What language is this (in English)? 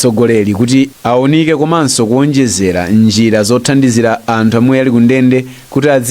Nyanja